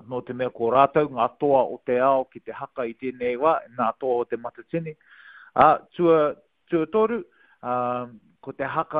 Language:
Māori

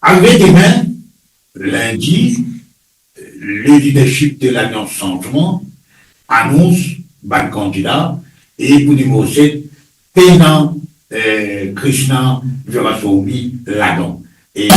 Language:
Morisyen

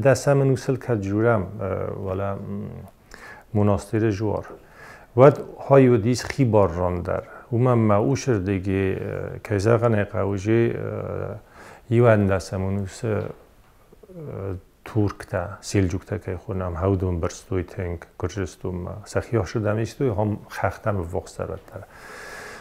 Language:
Ossetic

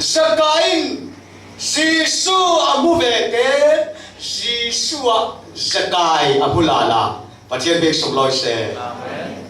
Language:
Falam Chin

